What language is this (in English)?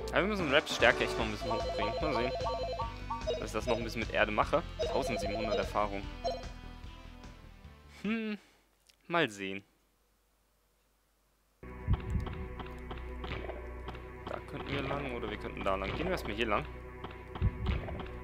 German